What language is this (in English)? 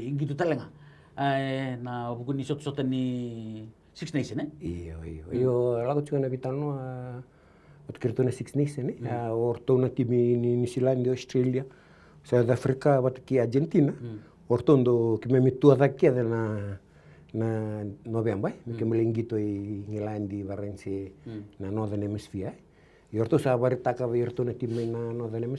Fijian